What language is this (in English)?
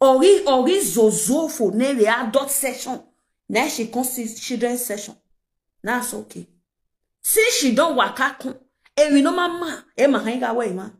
Nigerian Pidgin